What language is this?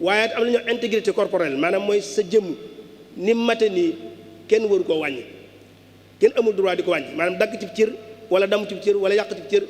Wolof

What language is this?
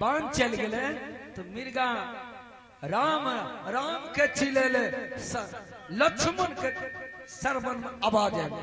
Maithili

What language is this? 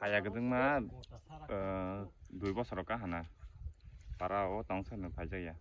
Kok Borok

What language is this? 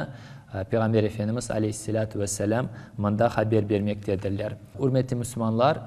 Crimean Tatar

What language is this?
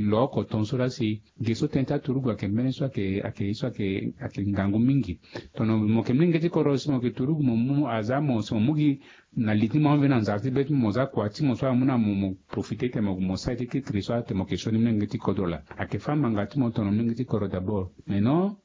Sango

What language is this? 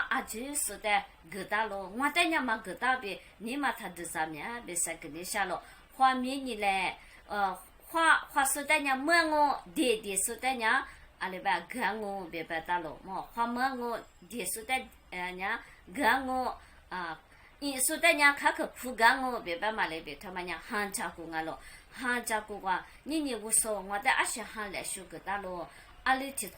Lisu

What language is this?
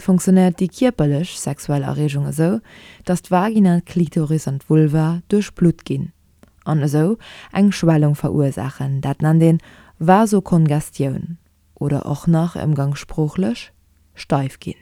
Luxembourgish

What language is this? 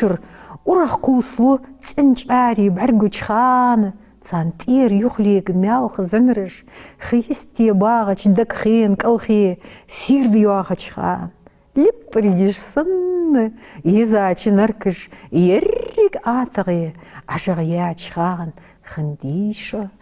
Ingush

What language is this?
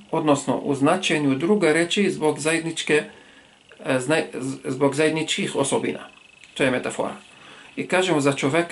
Bosnian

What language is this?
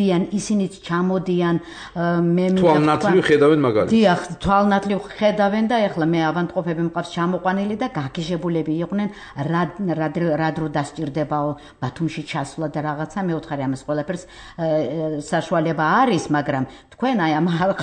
Georgian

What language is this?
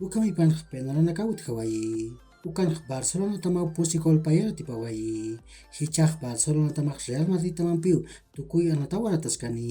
Aymara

